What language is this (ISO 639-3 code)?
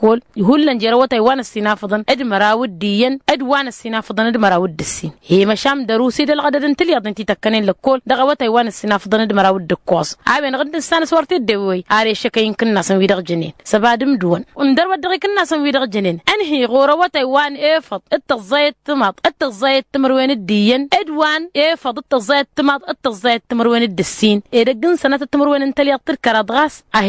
taq